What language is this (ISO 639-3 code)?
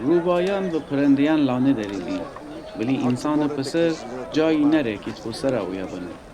glk